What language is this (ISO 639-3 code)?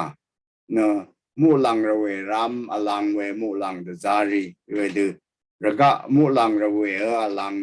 raw